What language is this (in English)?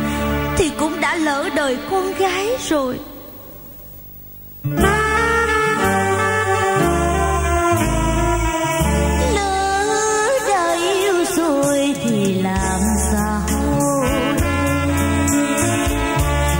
Vietnamese